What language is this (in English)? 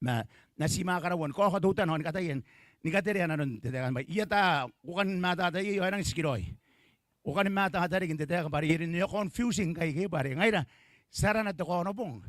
Gilbertese